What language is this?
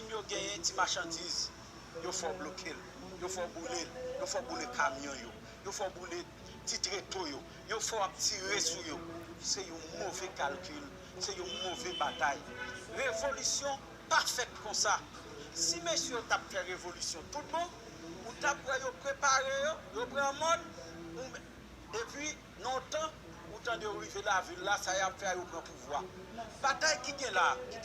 Haitian Creole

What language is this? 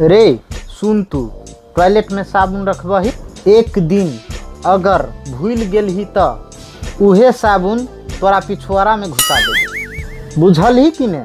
Maithili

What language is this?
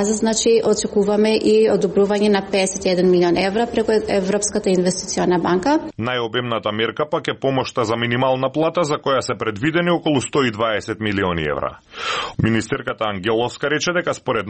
Macedonian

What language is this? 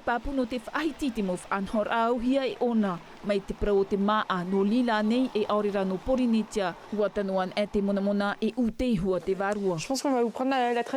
Tahitian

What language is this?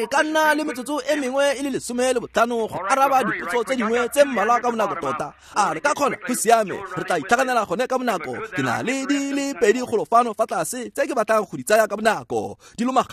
Tswana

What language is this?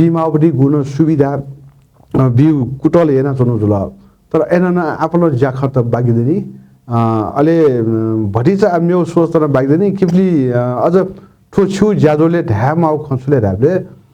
Newari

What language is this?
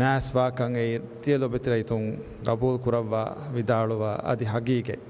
Divehi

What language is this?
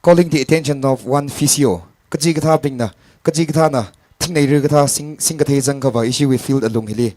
Tangkhul Naga (India)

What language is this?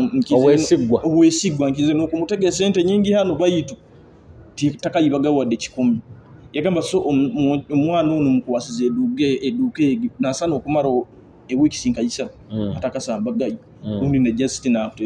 Nyoro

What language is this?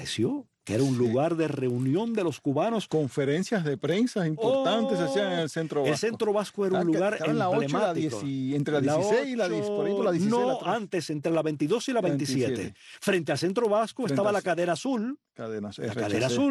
Spanish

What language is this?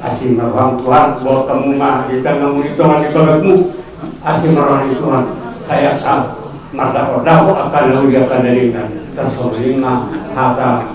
Batak Toba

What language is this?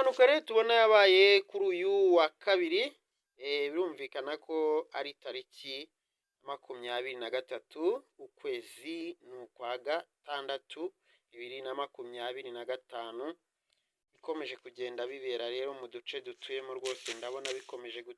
Kinyarwanda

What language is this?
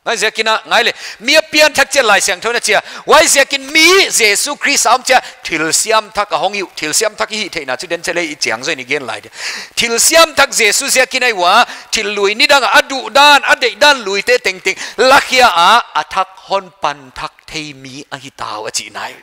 Paite Chin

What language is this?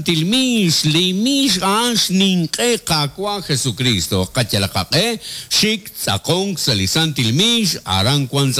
Kekchí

